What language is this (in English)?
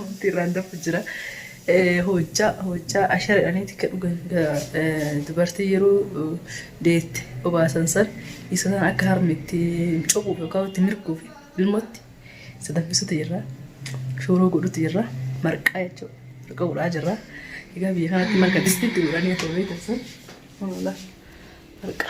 Oromo